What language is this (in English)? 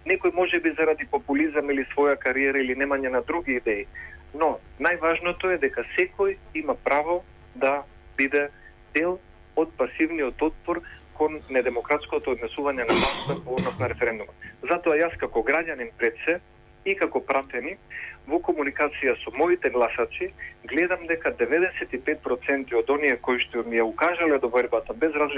Macedonian